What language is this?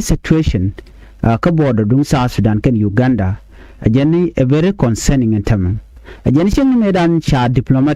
Nuer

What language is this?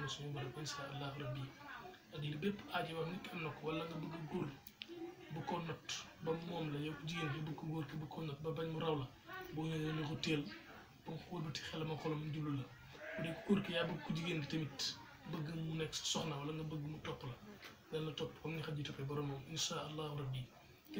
Wolof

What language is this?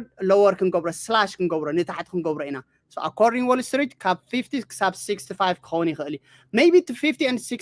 Tigrinya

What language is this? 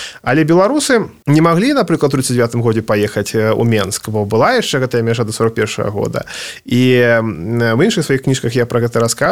Belarusian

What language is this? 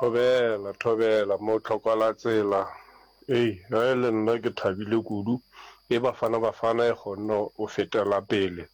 Northern Sotho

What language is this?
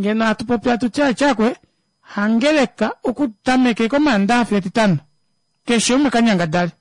Kuanyama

